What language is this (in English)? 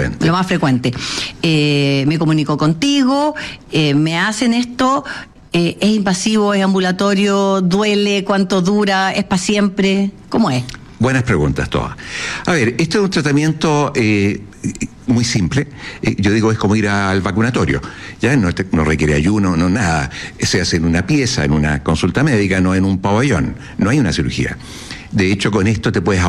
Spanish